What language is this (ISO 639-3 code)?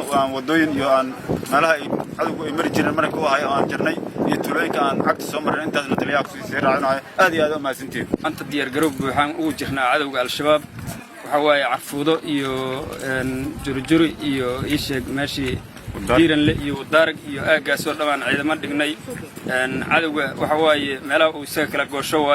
som